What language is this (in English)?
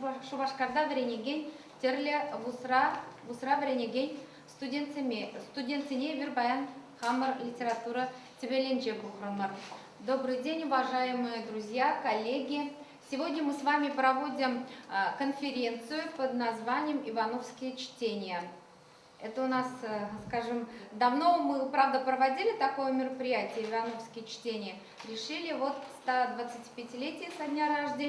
Chuvash